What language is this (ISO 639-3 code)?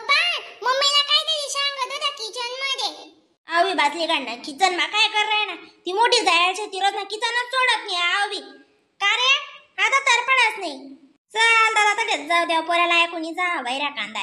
khn